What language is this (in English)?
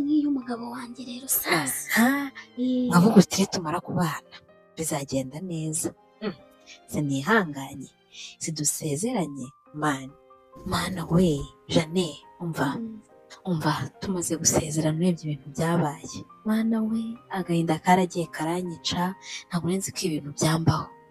Kinyarwanda